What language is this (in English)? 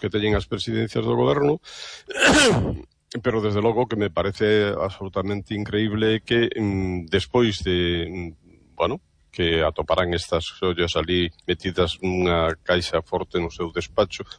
Galician